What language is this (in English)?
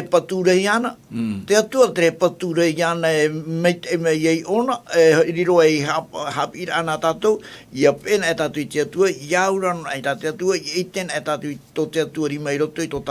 Tahitian